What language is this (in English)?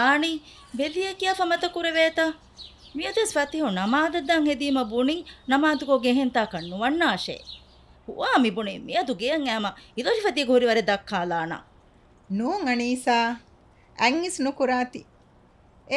Divehi